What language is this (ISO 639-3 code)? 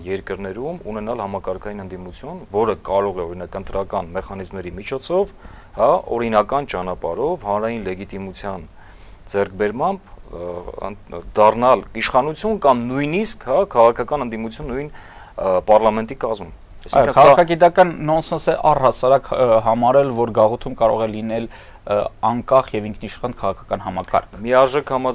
hye